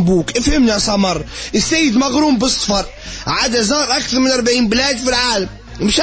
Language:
Tunisian Arabic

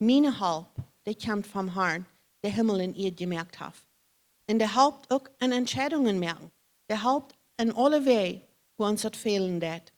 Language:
Plautdietsch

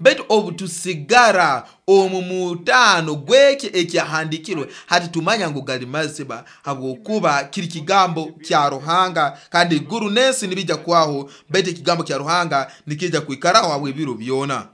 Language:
Nyoro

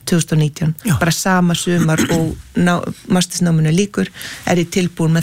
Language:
Icelandic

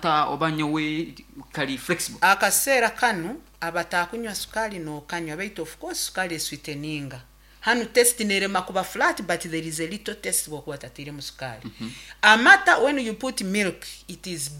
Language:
Nyankole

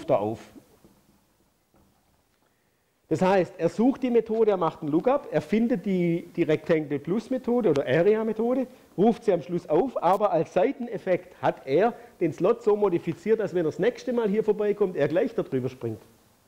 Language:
German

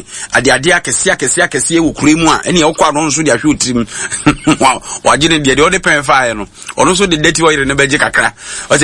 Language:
Akan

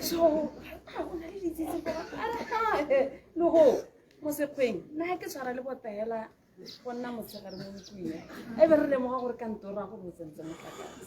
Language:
Tswana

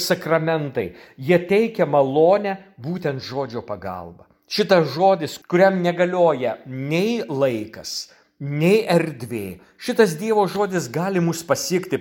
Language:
Lithuanian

